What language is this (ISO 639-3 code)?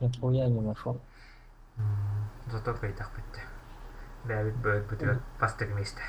sah